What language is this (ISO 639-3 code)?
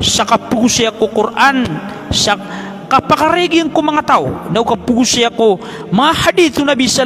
mrw